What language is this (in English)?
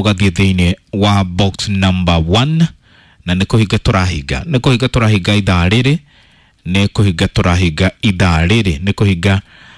Kikuyu